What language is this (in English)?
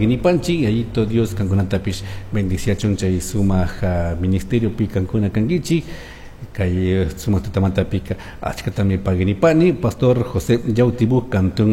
Chimborazo Highland Quichua